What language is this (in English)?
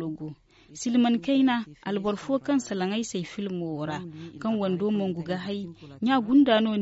Zarma